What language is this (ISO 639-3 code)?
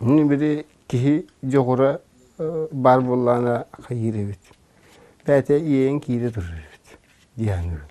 sah